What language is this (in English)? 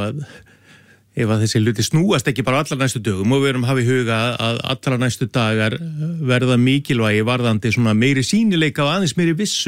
Icelandic